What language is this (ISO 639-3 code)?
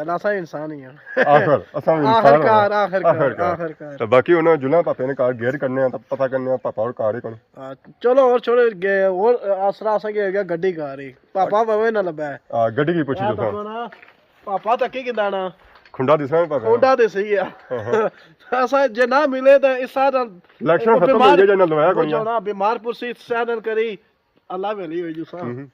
phr